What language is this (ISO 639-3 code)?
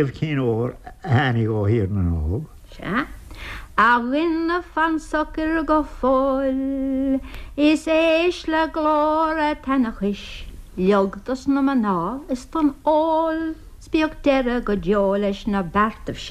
gle